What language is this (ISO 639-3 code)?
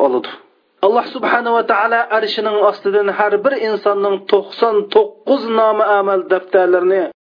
uig